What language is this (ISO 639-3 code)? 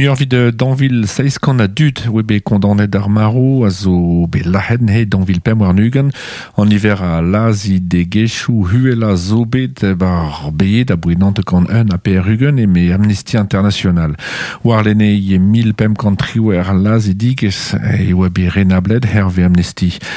bre